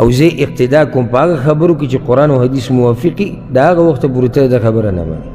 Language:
Pashto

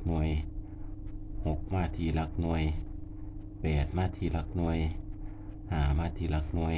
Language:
Lao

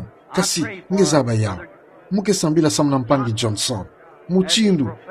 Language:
Kituba (Democratic Republic of Congo)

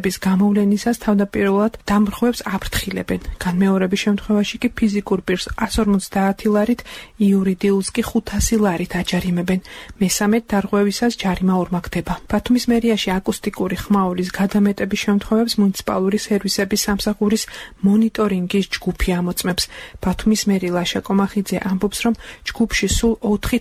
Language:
Georgian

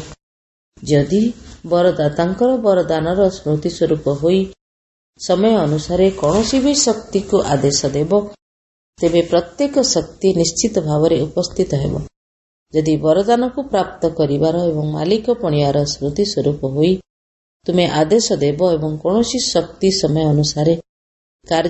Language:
Odia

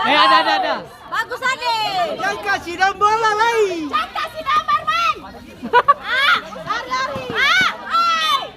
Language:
Ambonese Malay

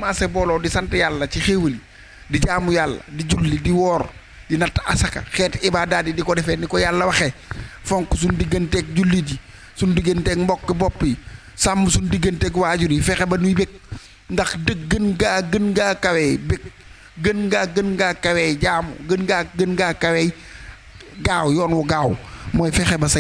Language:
Wolof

